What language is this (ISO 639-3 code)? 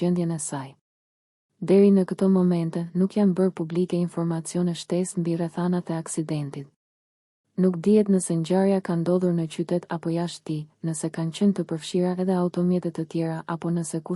sqi